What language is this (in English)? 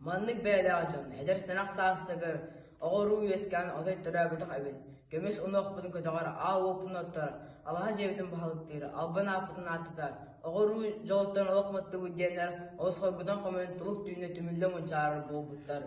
Yakut